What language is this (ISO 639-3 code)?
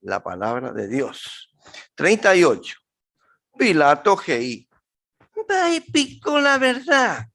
grn